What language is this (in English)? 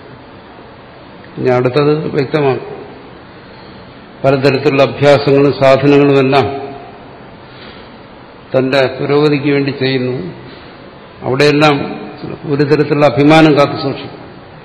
Malayalam